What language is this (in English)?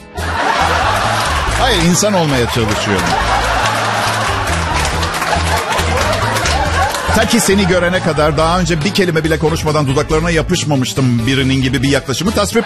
Turkish